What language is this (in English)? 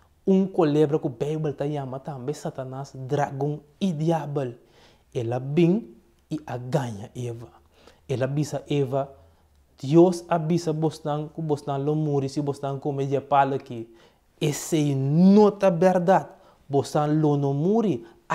Papiamento